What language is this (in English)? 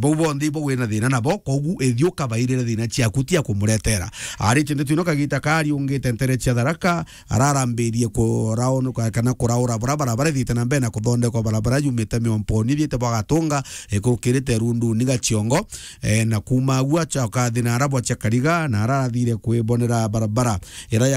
Meru